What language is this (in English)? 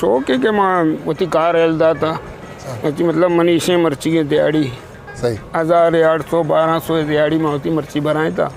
Eastern Balochi